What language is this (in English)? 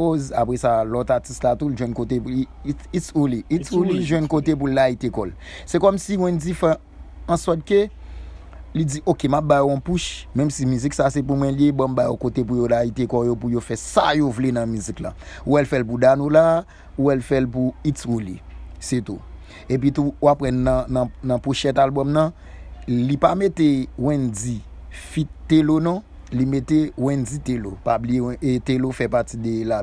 Haitian Creole